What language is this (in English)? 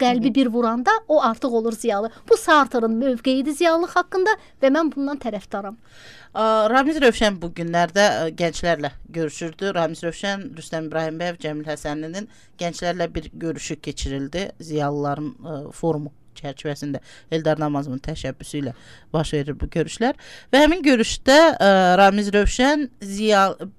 Azerbaijani